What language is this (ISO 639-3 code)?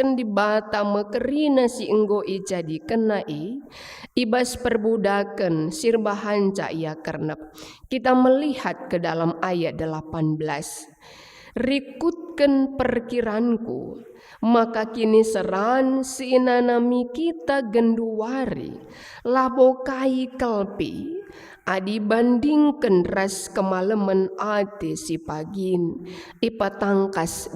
btx